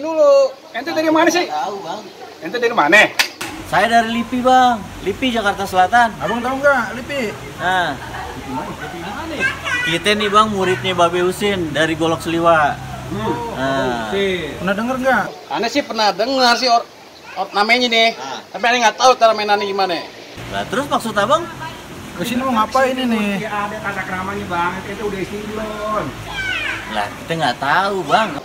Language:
Betawi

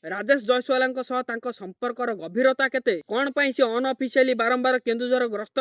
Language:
Odia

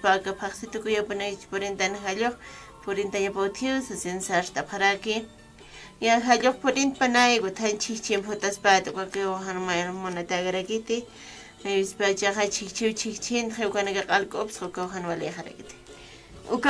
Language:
Aymara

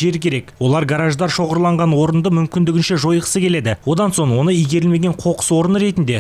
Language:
Kazakh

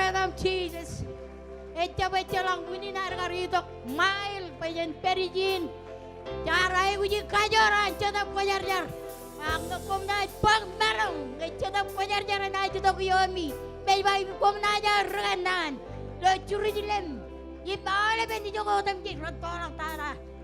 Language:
Marshallese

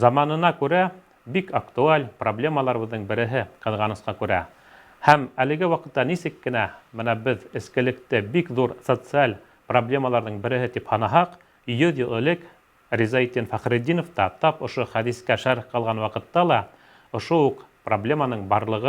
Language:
Bashkir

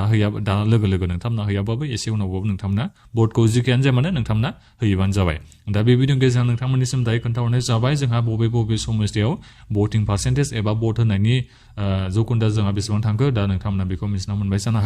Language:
Bodo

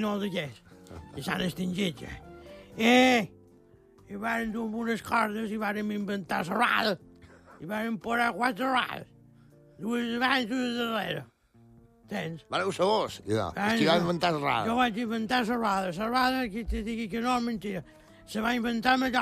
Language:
Catalan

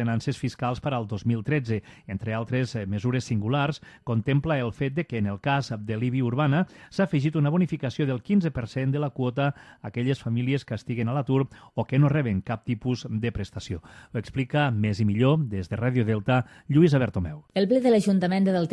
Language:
Catalan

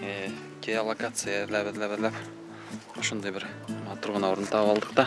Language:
Bashkir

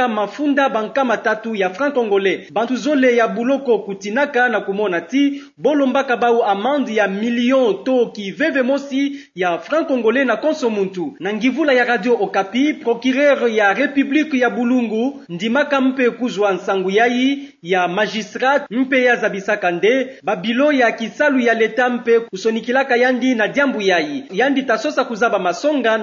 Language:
Kituba (Democratic Republic of Congo)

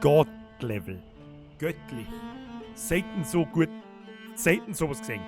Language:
Bavarian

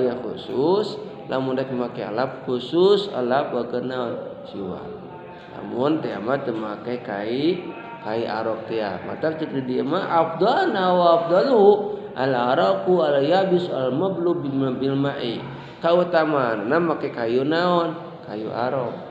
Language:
Sundanese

